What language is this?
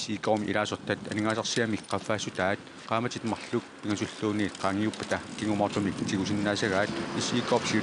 Kalaallisut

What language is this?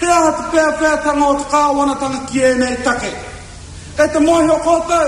Māori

